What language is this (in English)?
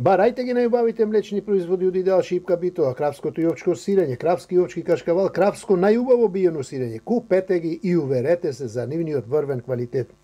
Macedonian